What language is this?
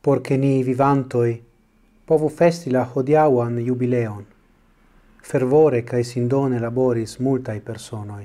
Esperanto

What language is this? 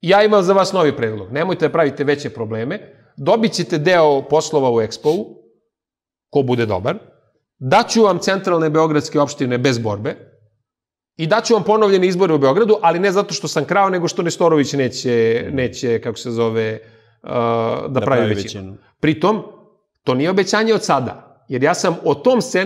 Serbian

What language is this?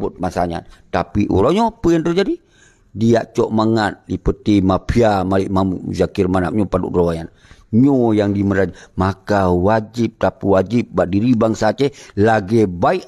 Achinese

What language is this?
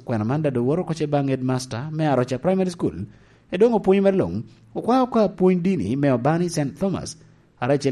Lango (Uganda)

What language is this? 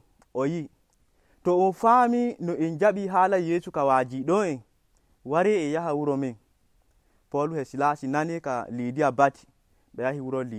Nigerian Fulfulde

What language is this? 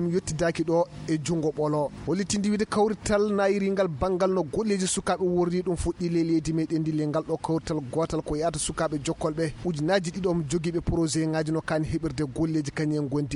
Fula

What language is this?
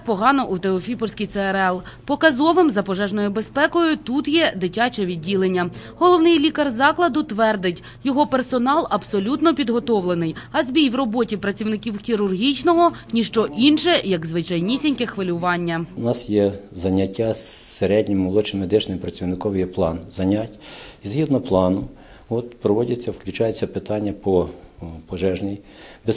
Ukrainian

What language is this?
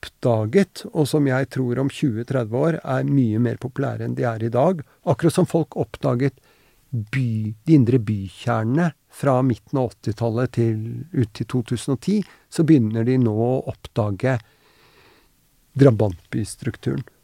Norwegian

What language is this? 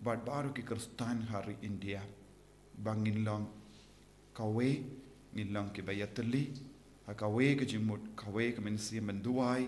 Khasi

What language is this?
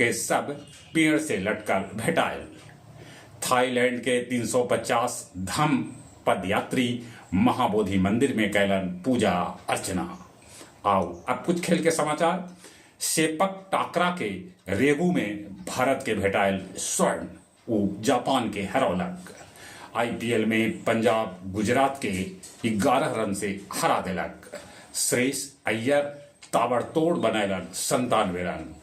Magahi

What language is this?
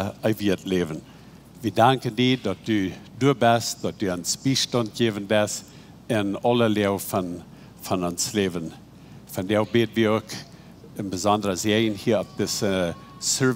Plautdietsch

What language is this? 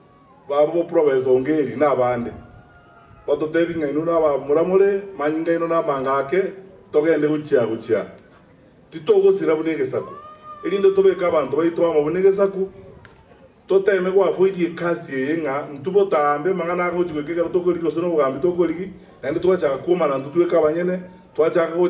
Gusii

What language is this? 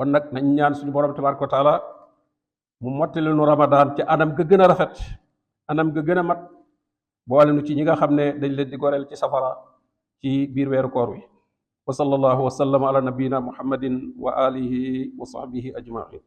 Wolof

